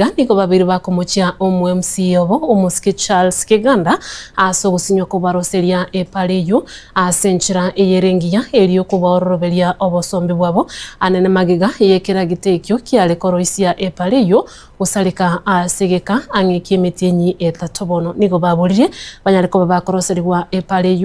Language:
Gusii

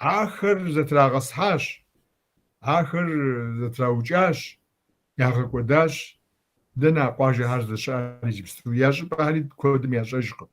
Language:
Kabardian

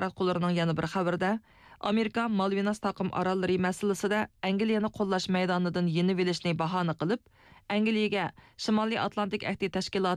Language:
Uyghur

